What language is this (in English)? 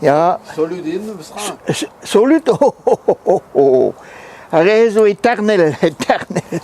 Breton